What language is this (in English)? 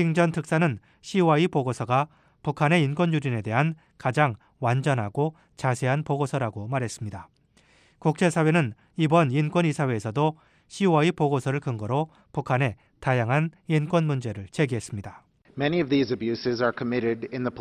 Korean